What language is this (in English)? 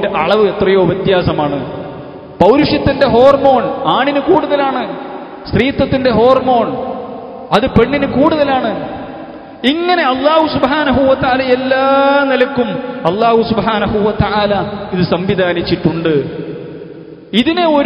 Malayalam